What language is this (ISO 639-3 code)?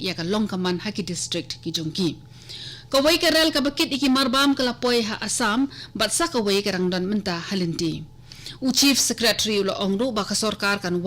kha